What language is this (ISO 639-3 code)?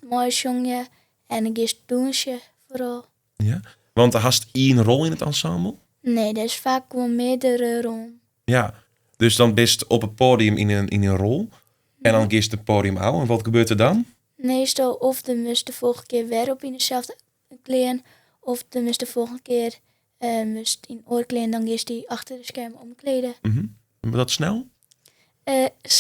fry